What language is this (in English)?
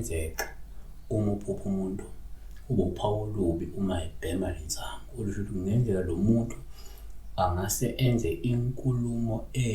Zulu